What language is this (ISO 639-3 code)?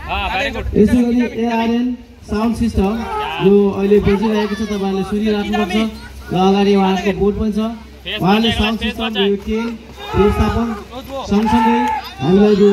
nep